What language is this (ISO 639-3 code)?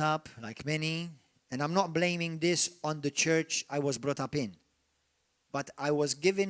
eng